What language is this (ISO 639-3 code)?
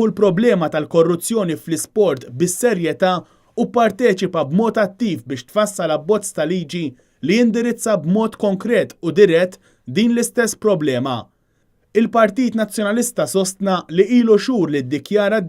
mlt